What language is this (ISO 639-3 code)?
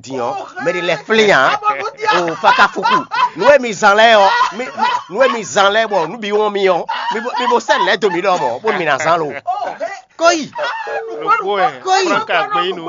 fon